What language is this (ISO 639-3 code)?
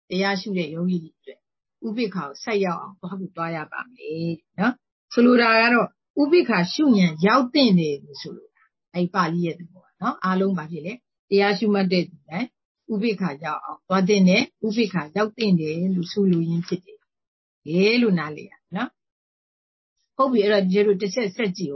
mya